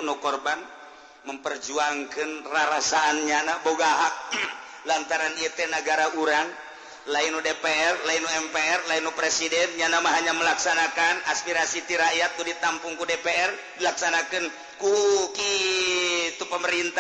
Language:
Sundanese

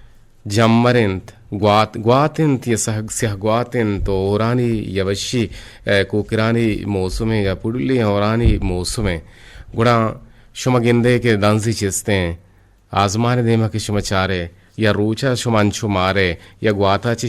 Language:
Eastern Balochi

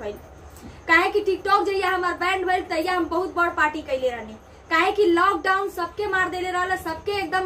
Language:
Bhojpuri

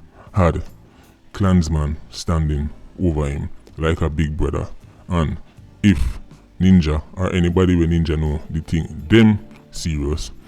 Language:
Jamaican Creole English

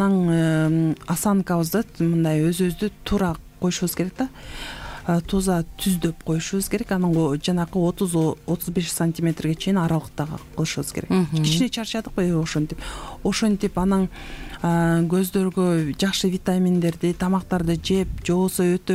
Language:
Kyrgyz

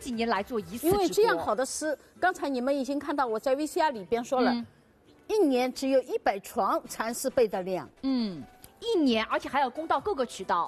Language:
Chinese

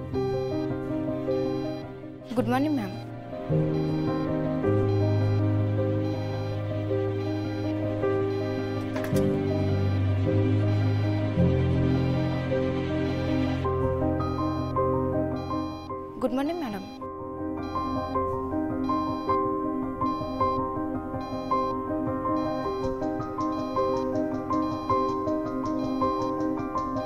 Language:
Odia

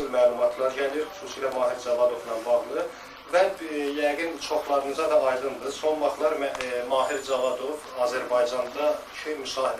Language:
Azerbaijani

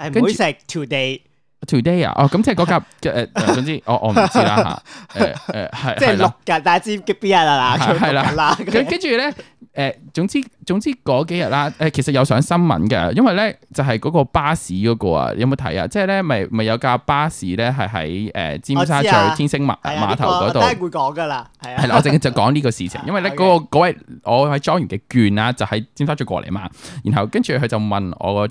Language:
Cantonese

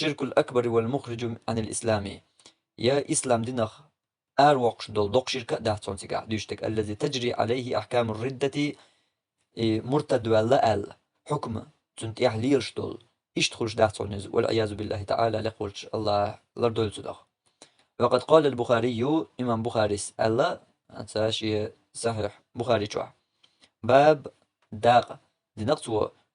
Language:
Chechen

